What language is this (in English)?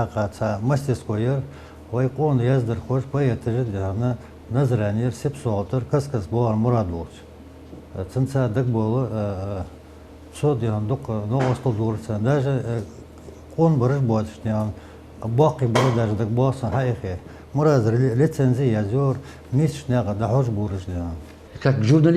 Ingush